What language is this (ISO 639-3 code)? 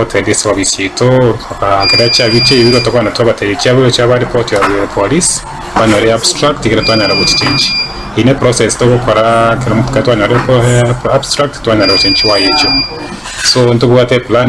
guz